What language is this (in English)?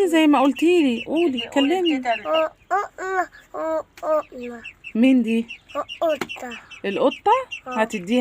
Egyptian Arabic